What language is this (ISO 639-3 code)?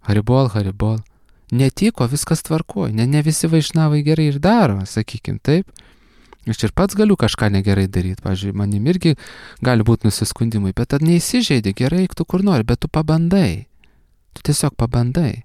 lit